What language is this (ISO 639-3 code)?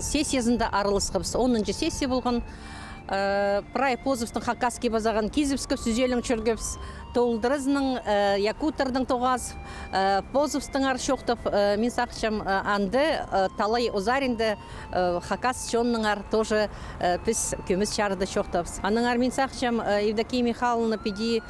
kjh